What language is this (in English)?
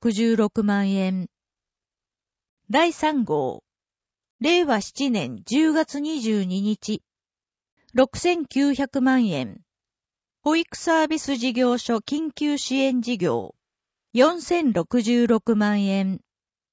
Japanese